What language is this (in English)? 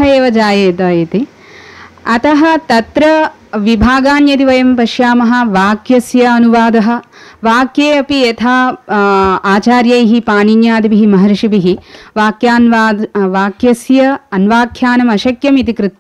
Sanskrit